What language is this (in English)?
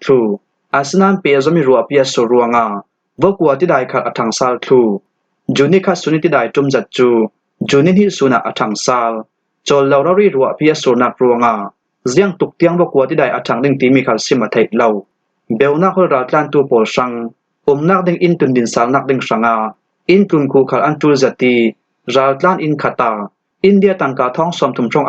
Falam Chin